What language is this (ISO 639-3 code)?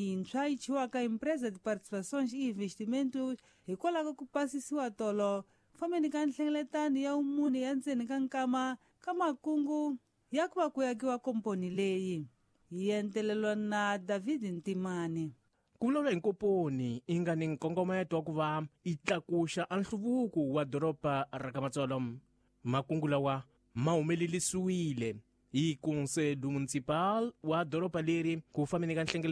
tso